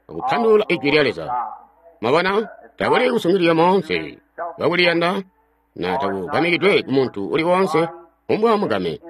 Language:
Tonga (Zambia)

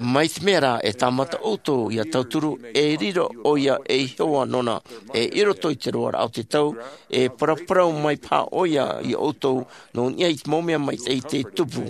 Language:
Tahitian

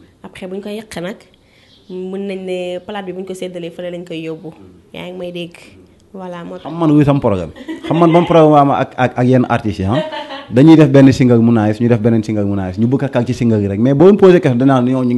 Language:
Wolof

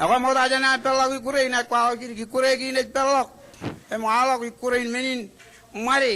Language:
Marshallese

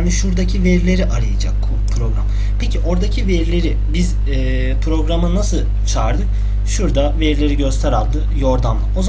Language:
Turkish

